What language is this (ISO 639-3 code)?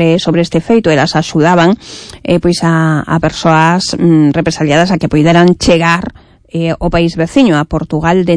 glg